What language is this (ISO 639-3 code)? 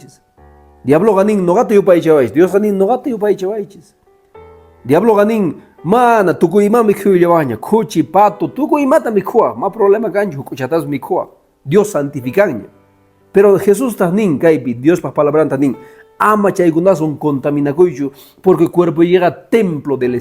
que